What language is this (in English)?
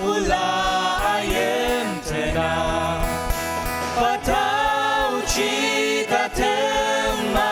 Ao Naga